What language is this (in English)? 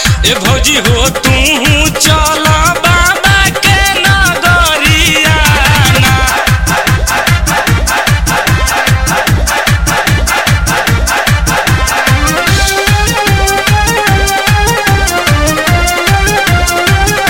Bhojpuri